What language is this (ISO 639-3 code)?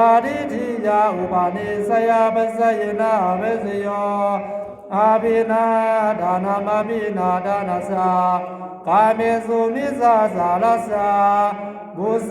pli